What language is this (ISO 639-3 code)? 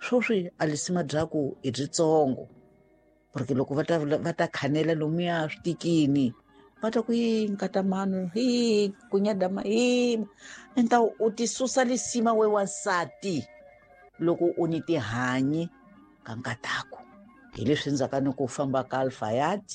tso